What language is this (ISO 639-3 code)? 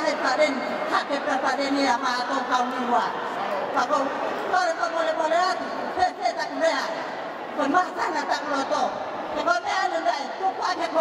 ton